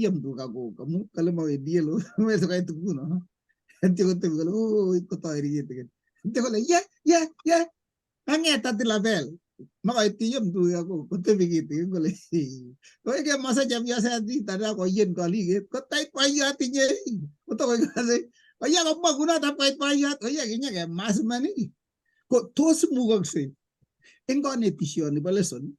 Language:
Kalenjin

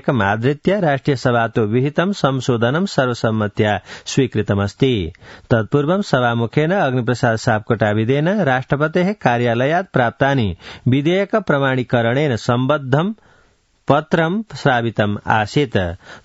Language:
Sanskrit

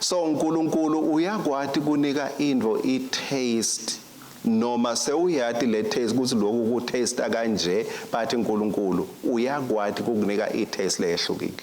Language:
Swati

